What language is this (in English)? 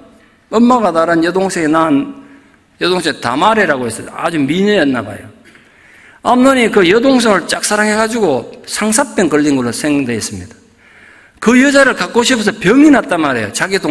Korean